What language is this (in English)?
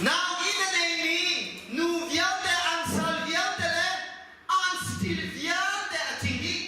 Hakha Chin